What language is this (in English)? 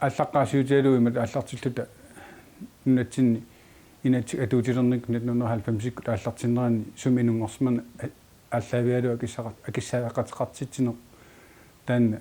Kalaallisut